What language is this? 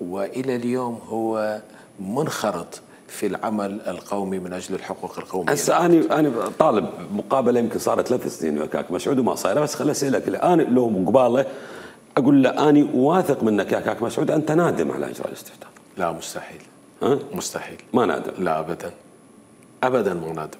Mesopotamian Arabic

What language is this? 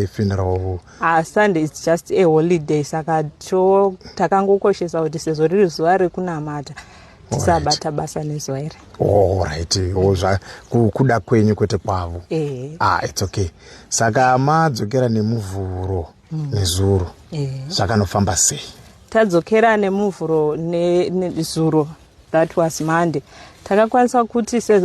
Shona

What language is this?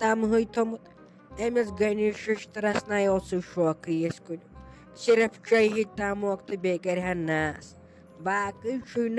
Kashmiri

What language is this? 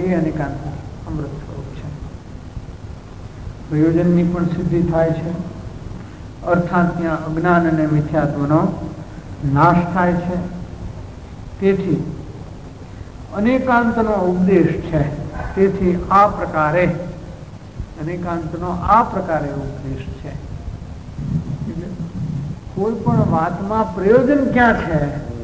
Gujarati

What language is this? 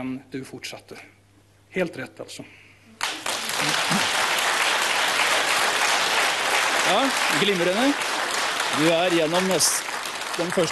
Norwegian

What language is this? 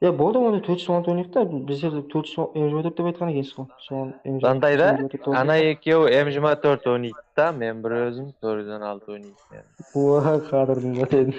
Kara-Kalpak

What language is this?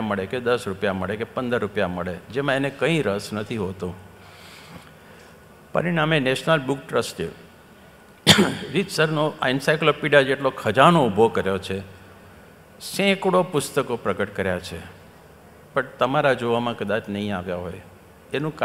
Gujarati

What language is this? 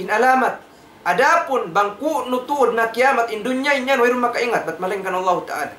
Tausug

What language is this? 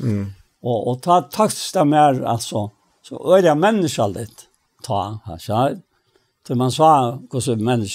Faroese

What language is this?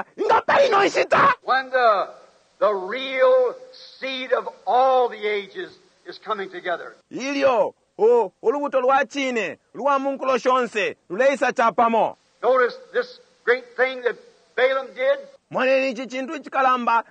Bemba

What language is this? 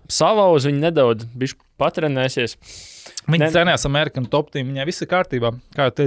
Latvian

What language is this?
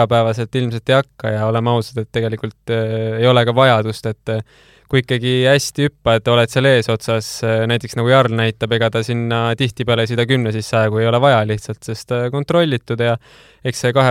Estonian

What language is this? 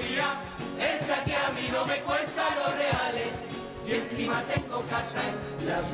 Spanish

